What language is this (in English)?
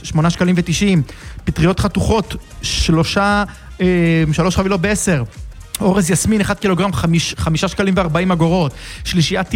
Hebrew